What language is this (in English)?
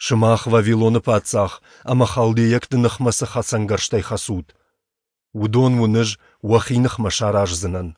Ossetic